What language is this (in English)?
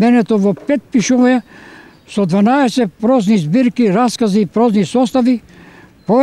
Macedonian